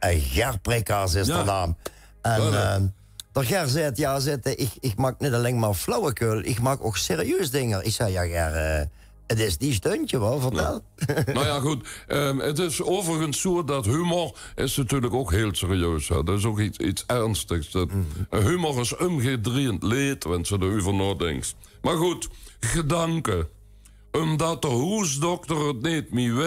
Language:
Limburgish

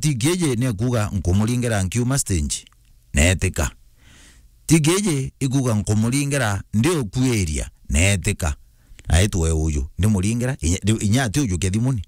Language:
Meru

